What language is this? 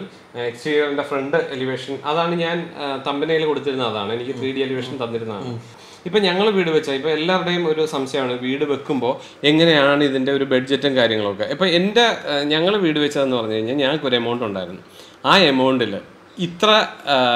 Malayalam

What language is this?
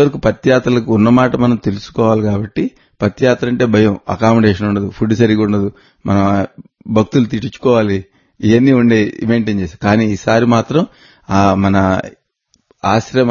Telugu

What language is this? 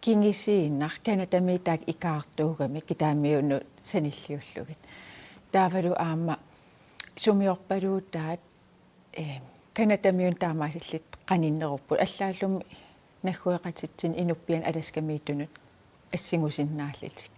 Kalaallisut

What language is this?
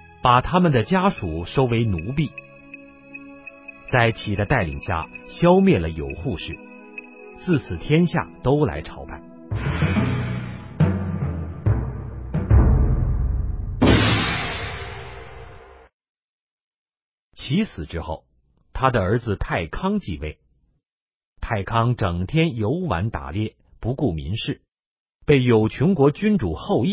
Chinese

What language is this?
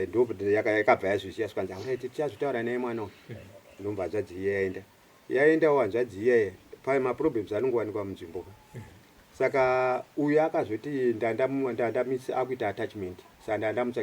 Shona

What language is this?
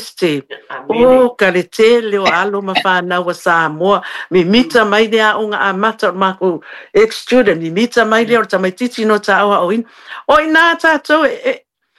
Samoan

